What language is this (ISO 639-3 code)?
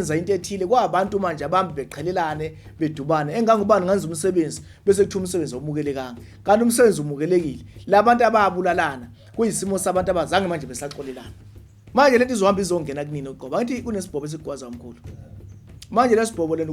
zul